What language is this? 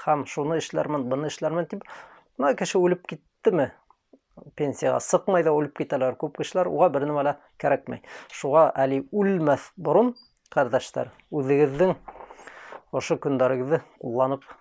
Bashkir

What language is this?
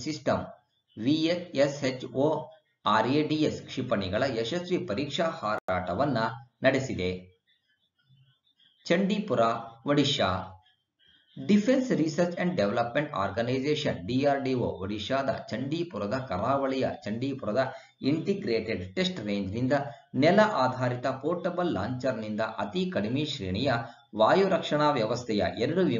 Kannada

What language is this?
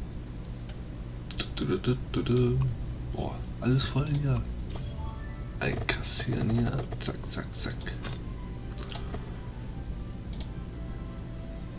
German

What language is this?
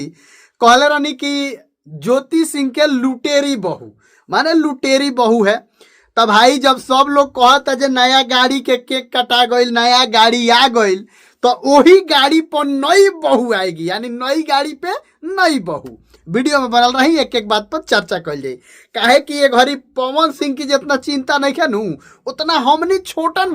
Bhojpuri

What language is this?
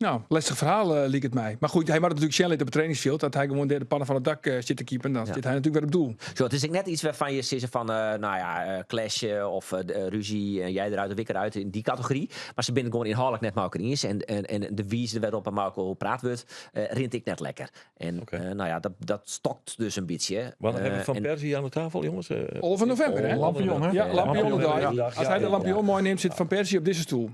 Western Frisian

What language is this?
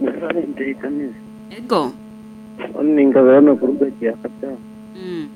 Nyoro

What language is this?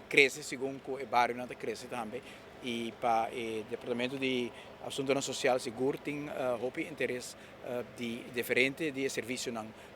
Papiamento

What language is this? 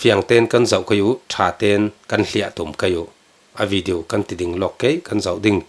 Falam Chin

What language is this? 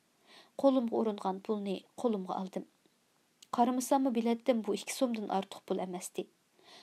Uyghur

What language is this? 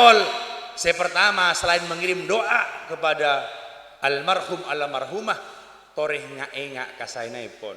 Madurese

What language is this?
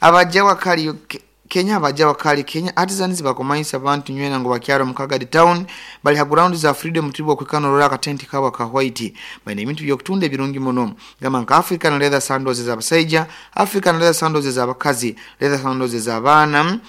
Nyoro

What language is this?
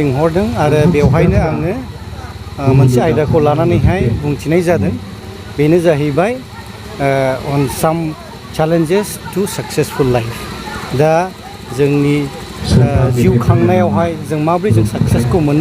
Bodo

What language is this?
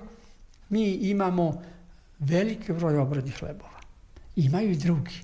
Serbian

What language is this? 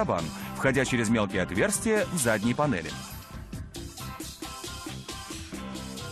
Russian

